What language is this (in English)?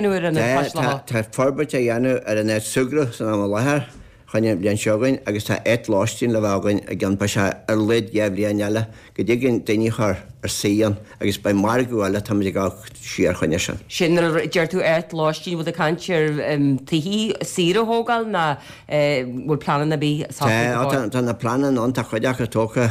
Irish